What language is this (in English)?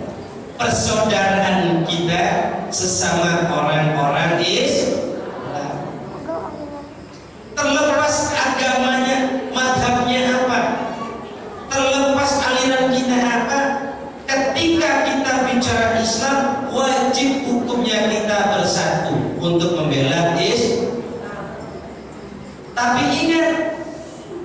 Indonesian